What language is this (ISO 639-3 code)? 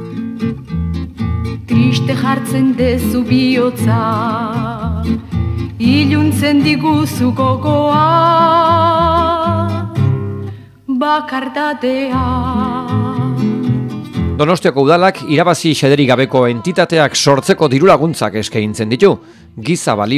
eus